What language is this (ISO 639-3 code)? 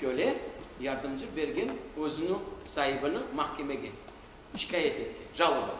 crh